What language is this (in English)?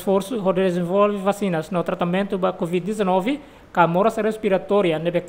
Tetum